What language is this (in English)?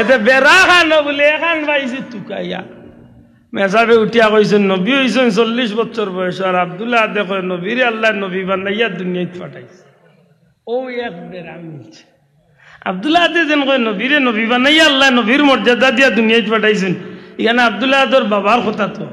Sylheti